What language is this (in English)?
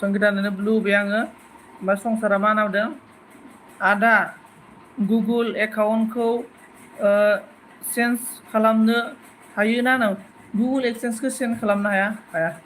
Bodo